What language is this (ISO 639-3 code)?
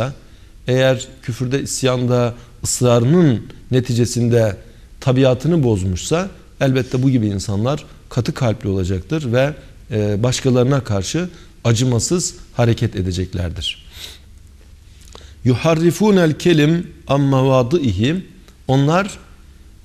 tur